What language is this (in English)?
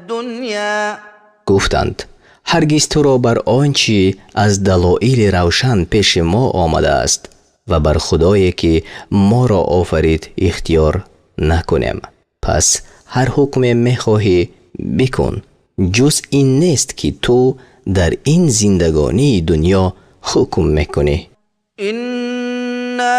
Tajik